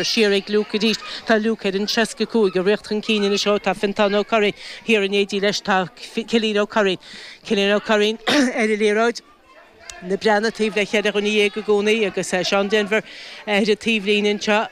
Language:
Irish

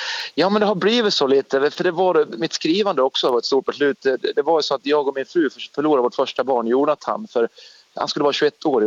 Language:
Swedish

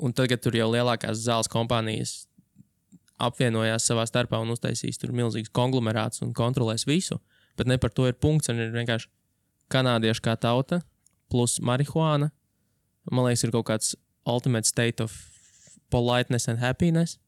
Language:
Latvian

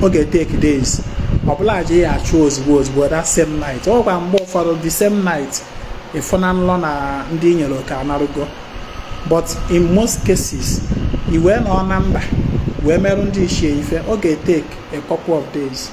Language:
Igbo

